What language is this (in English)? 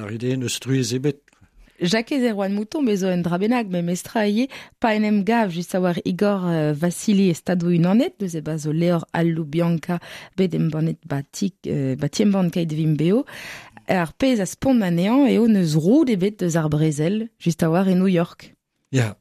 Breton